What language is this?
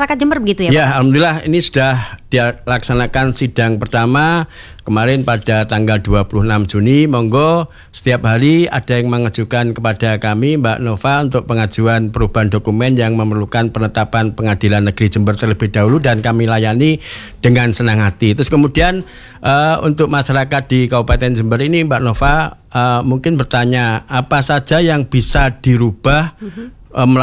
Indonesian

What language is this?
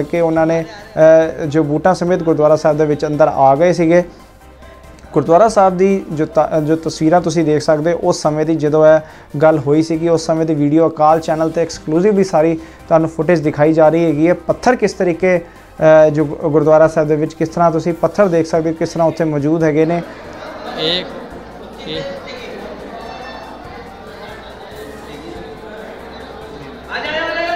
Punjabi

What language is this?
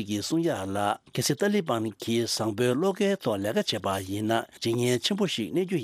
Tibetan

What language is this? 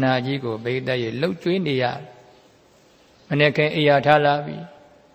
Burmese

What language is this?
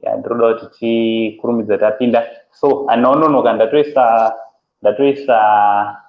Shona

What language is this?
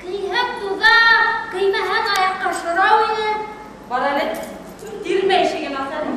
Bashkir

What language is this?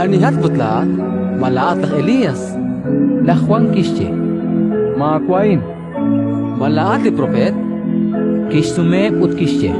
Kekchí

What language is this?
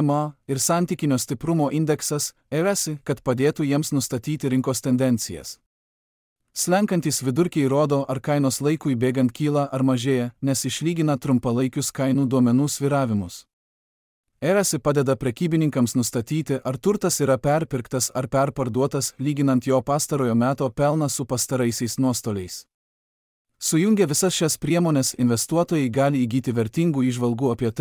Lithuanian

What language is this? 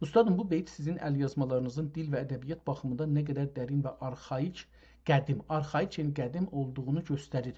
South Azerbaijani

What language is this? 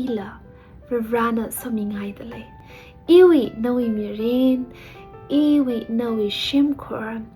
Tangkhul Naga (India)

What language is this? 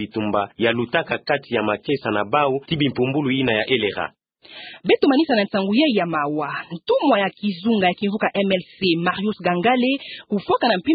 Kituba (Democratic Republic of Congo)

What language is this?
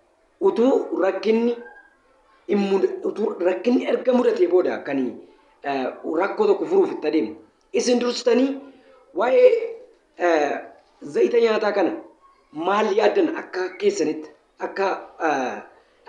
Oromo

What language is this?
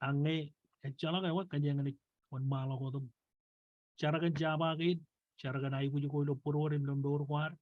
Marshallese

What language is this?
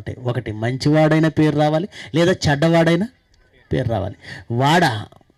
Telugu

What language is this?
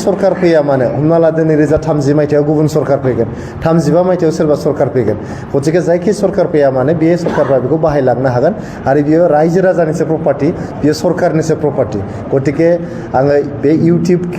Bodo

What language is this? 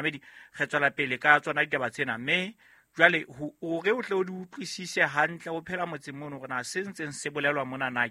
Southern Sotho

